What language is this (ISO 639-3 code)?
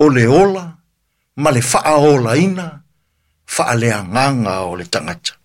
smo